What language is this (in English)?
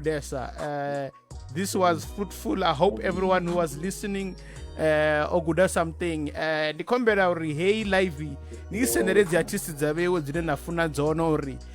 Venda